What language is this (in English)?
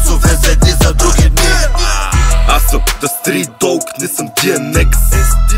Bulgarian